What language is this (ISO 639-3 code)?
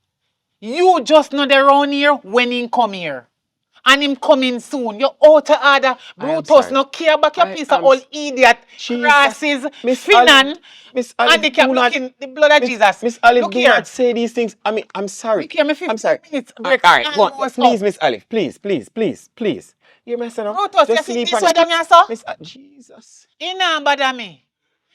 jam